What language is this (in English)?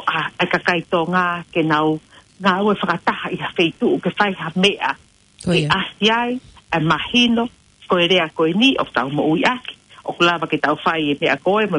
Tongan